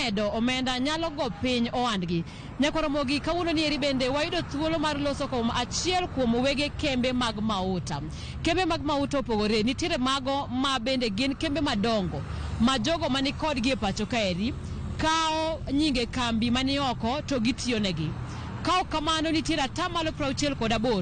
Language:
Luo (Kenya and Tanzania)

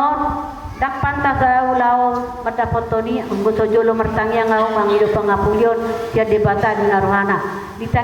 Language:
Batak Toba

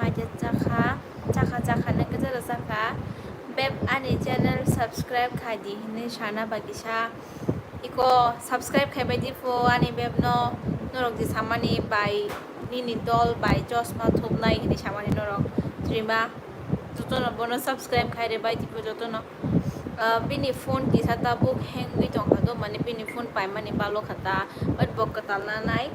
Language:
Kok Borok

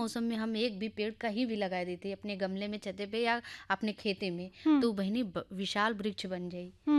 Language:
Bhojpuri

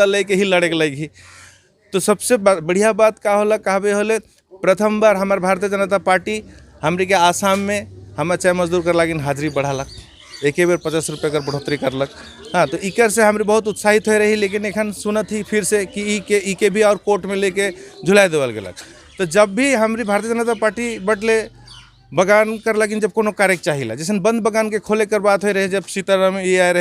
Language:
Sadri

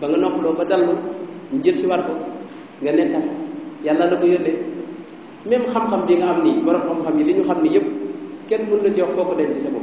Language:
Wolof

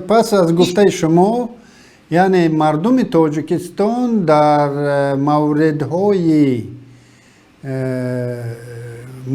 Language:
Tajik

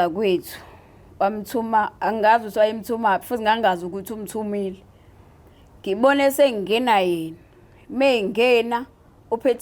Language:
Zulu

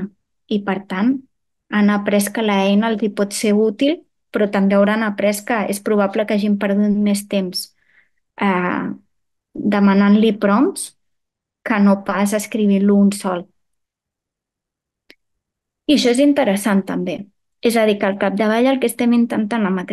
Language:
Catalan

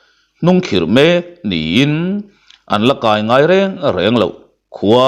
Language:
Mizo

